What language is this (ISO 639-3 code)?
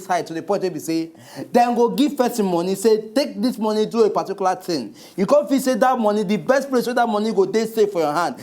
pcm